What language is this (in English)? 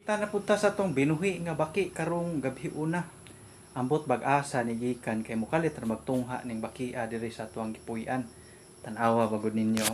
Cebuano